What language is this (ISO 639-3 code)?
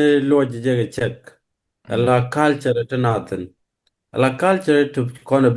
nus